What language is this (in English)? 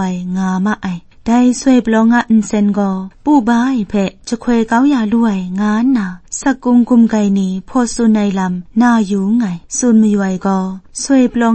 Kachin